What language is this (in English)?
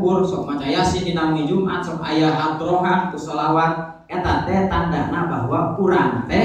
Sundanese